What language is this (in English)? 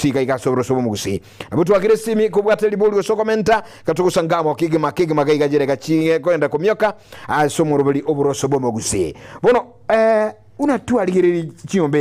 Gusii